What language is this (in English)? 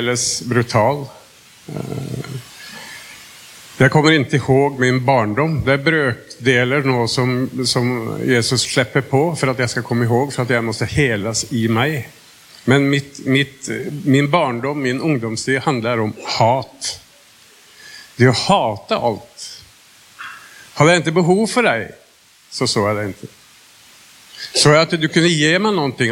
Swedish